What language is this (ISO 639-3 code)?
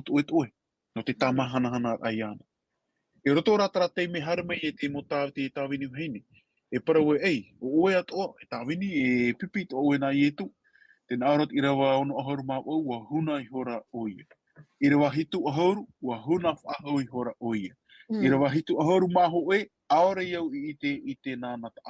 tah